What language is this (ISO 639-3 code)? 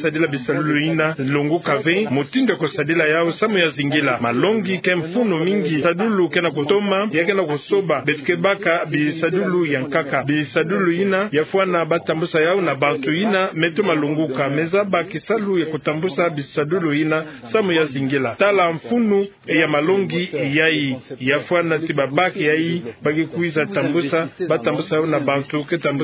ktu